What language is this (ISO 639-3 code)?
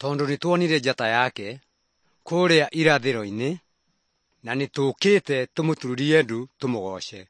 kik